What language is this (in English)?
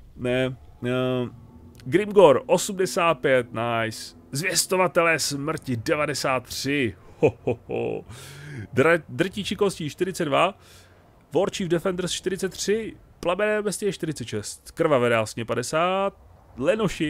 Czech